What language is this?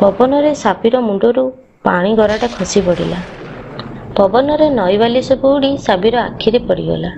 Odia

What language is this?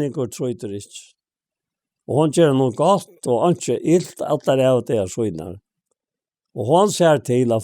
Faroese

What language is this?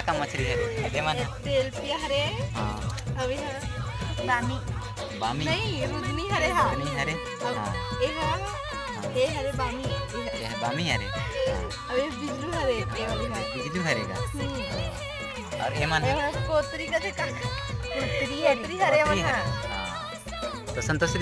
Chhattisgarhi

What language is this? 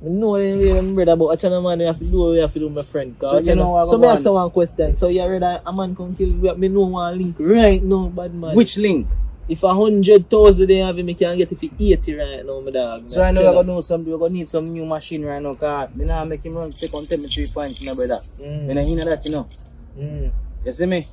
Jamaican Creole English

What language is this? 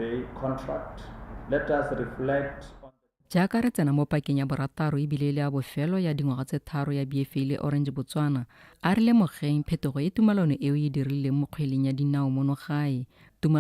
Tswana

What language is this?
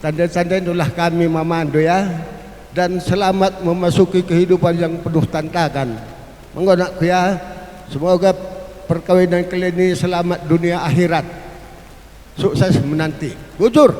Batak Karo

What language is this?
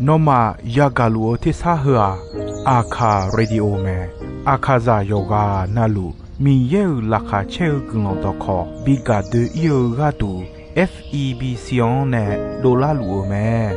Akha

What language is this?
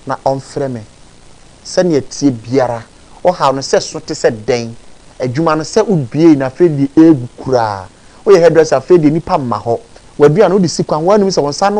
Akan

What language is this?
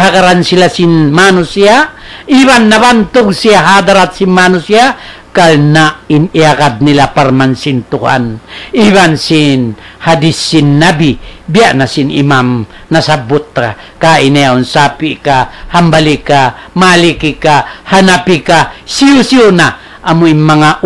Tausug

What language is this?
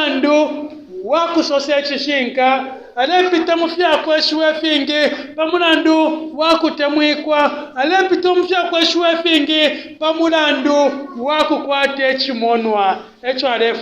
Bemba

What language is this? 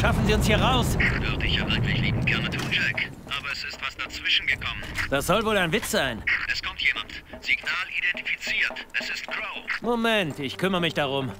Bavarian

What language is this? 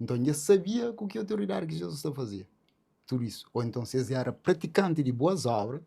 Kabuverdianu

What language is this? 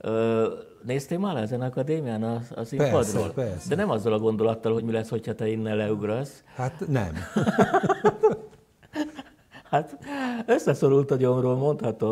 Hungarian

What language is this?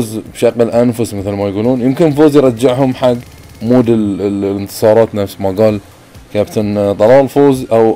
Gulf Arabic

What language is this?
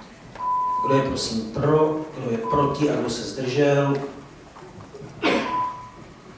Czech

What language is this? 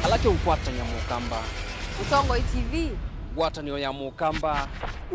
Kamba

